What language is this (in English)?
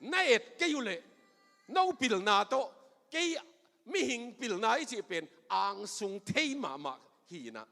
Tedim Chin